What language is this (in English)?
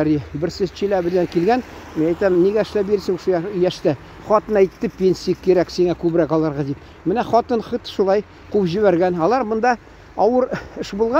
Tatar